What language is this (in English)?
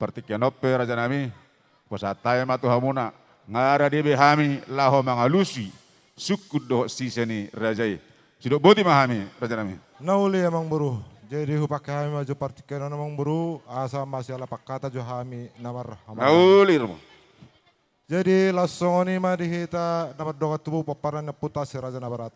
Batak Toba